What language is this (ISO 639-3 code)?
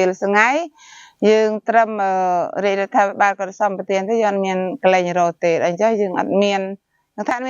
khm